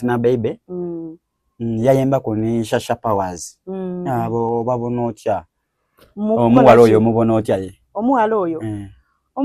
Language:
Soga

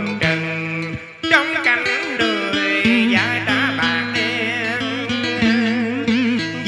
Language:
Vietnamese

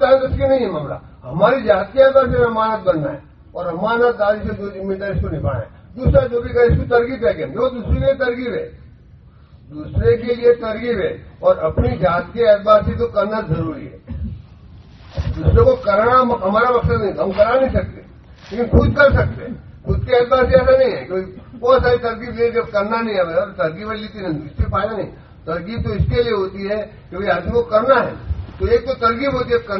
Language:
Urdu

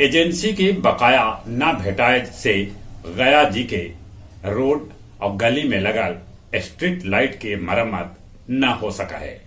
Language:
Magahi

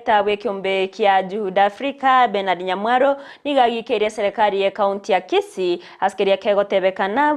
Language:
Gusii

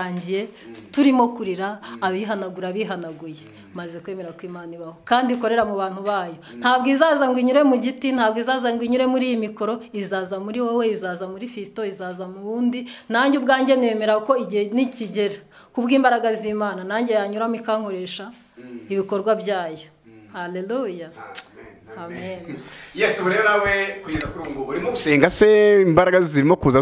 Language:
Kinyarwanda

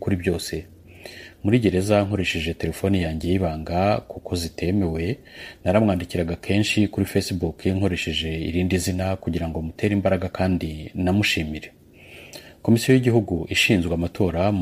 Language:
Kinyarwanda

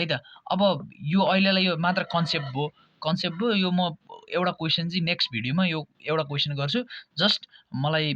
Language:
Nepali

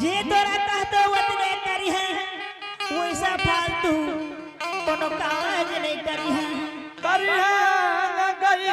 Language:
Angika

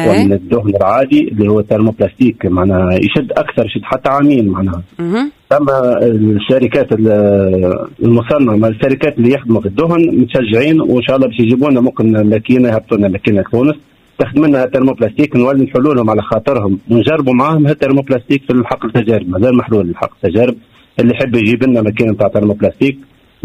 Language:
Tunisian Arabic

